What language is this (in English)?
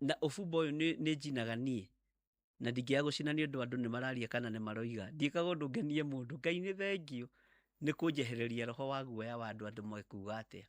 Kikuyu